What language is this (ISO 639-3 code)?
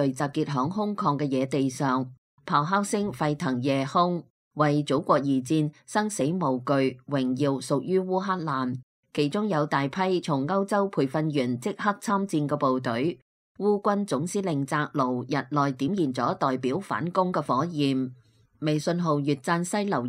yue